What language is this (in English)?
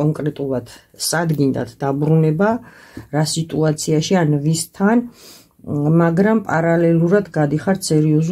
Georgian